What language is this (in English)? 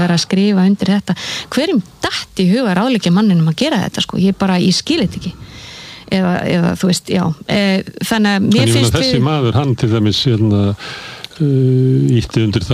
Icelandic